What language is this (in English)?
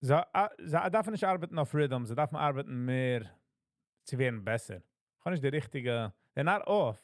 Yiddish